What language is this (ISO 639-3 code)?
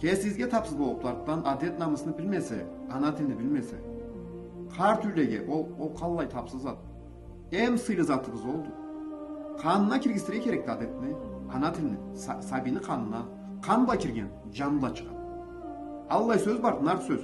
krc